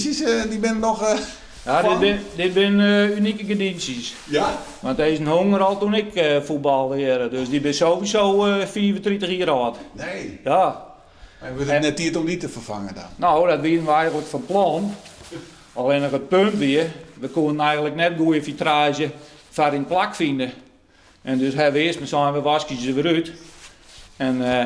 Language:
Western Frisian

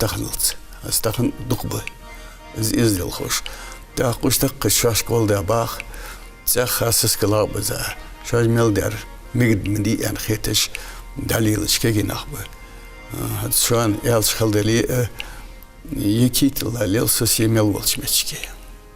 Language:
Ingush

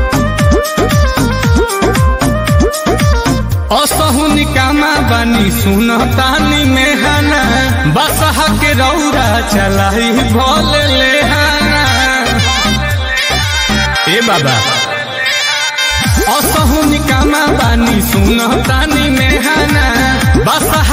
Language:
Bhojpuri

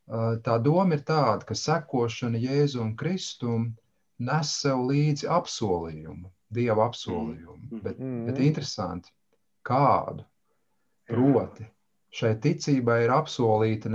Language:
Latvian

